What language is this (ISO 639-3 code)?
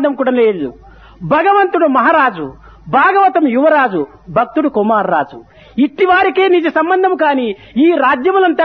tel